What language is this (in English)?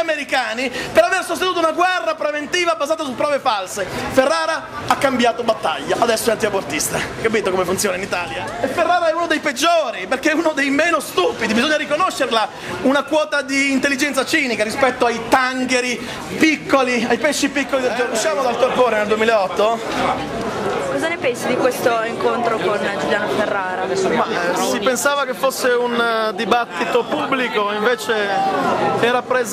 Italian